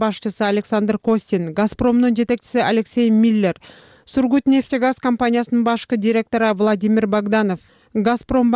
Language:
Kyrgyz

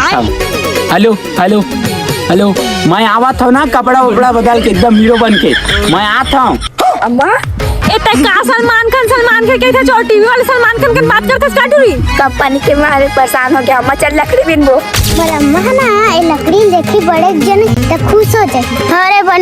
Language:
Chhattisgarhi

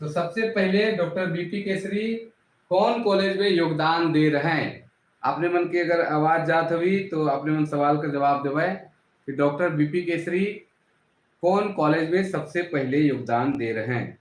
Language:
Sadri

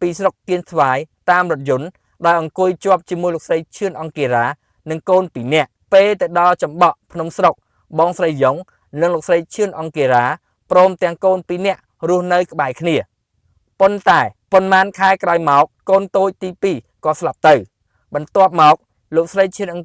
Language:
Khmer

